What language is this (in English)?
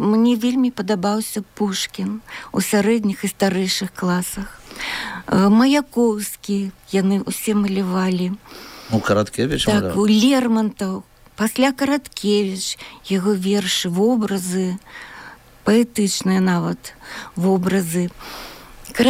Belarusian